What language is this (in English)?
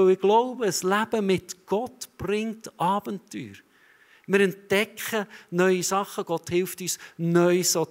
Swiss German